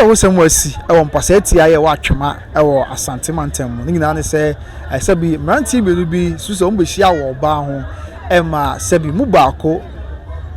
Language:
Akan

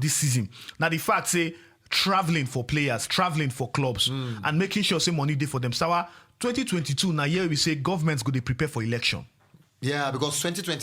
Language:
Nigerian Pidgin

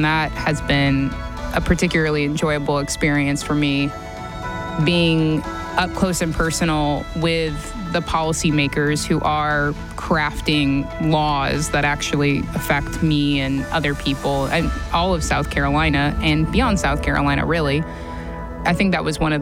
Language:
English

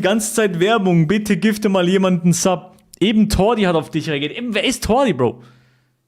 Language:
Swiss German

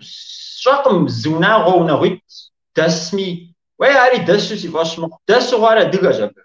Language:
Kabardian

